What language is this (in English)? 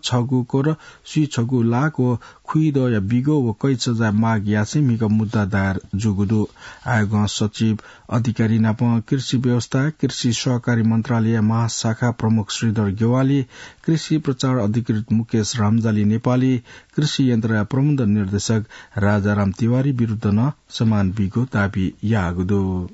Newari